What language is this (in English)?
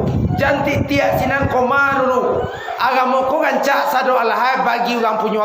Minangkabau